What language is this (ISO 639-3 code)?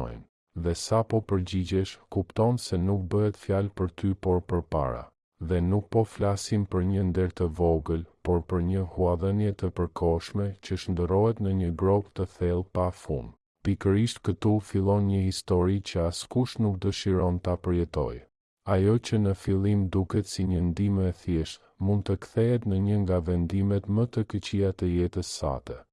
sqi